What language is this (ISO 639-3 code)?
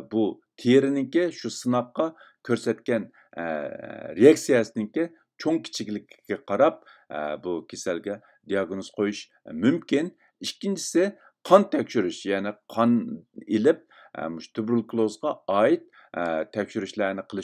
uig